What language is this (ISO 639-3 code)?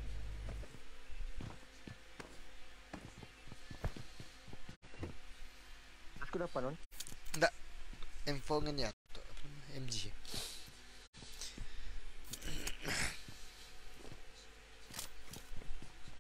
msa